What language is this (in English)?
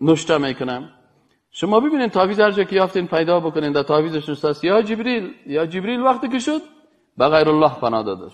Persian